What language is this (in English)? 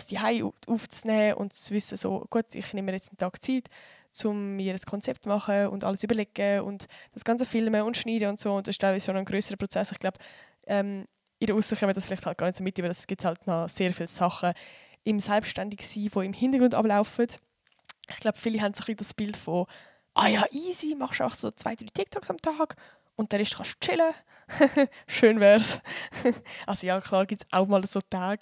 Swiss German